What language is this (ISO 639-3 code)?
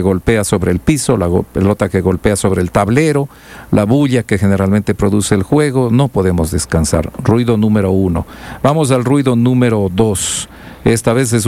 spa